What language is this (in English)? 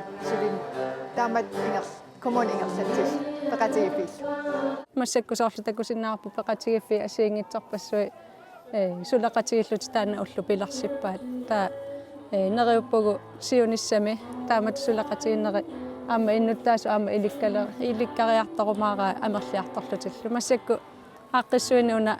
Kalaallisut